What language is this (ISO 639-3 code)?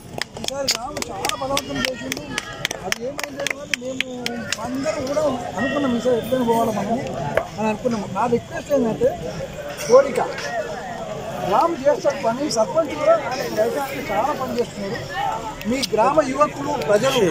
tel